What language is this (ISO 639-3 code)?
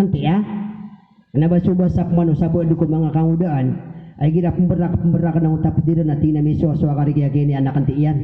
mrw